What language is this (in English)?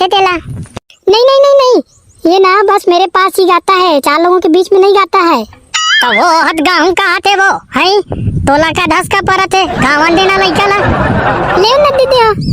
Chhattisgarhi